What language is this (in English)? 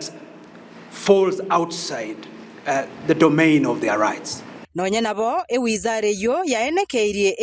Gusii